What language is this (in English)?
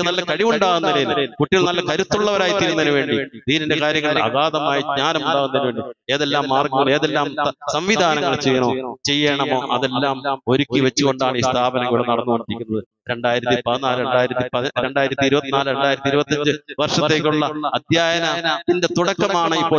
Malayalam